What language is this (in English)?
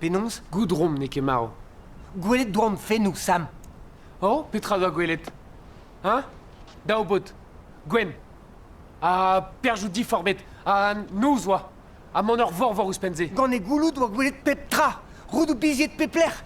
Breton